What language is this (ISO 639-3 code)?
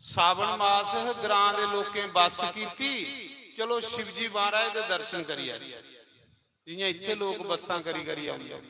doi